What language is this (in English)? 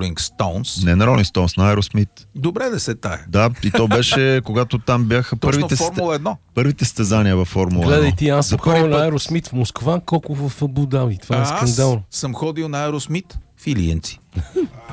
Bulgarian